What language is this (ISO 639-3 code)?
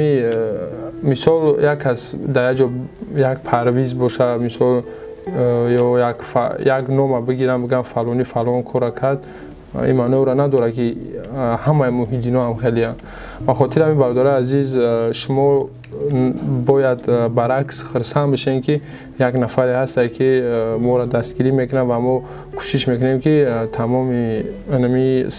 tgk